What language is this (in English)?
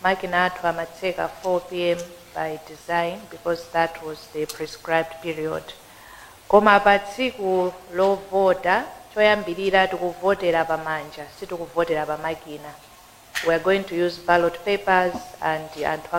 Nyanja